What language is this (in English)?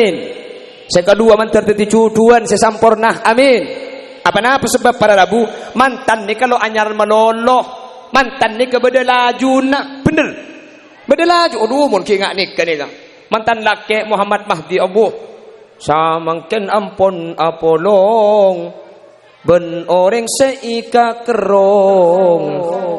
Madurese